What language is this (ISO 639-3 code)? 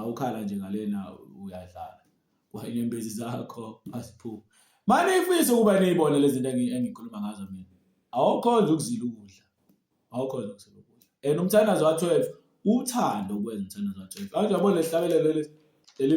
zul